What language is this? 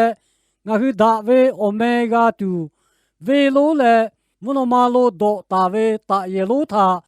Lahu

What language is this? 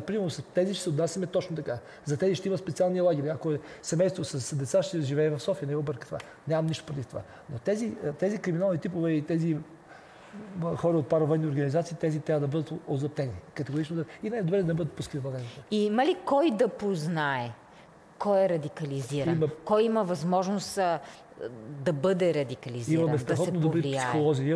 Bulgarian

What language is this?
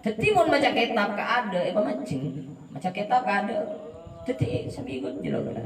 Madurese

